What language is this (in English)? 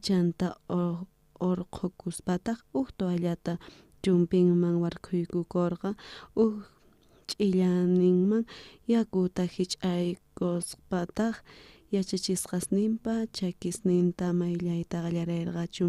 South Bolivian Quechua